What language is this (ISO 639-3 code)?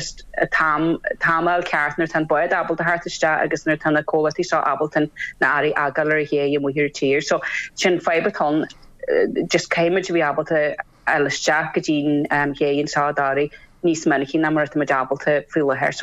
gle